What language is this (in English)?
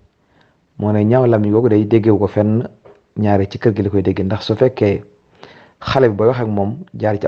Wolof